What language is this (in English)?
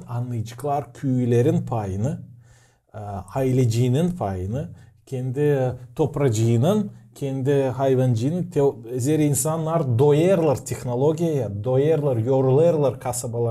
Gagauz